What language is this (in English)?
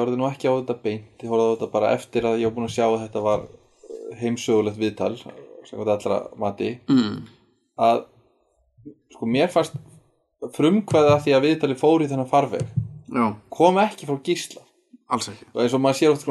Icelandic